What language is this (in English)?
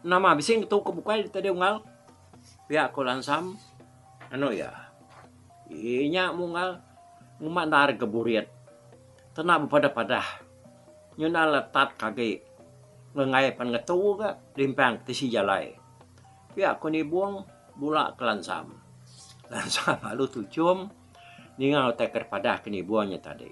Iban